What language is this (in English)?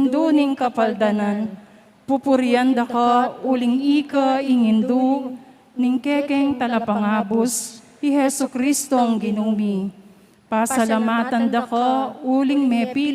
Pampanga